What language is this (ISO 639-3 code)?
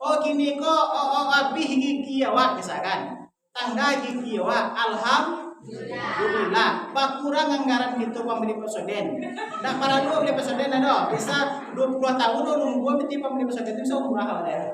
min